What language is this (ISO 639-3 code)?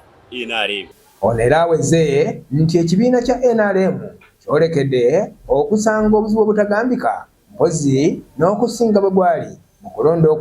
lug